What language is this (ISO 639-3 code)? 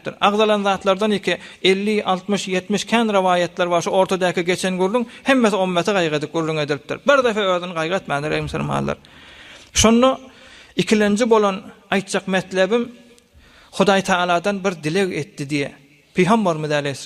tuk